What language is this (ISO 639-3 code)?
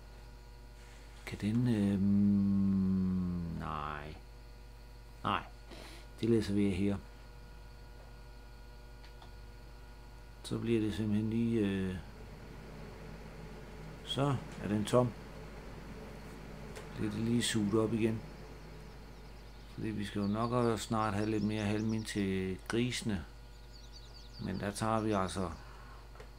dan